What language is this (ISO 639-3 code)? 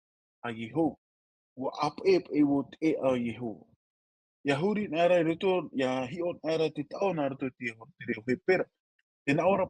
tah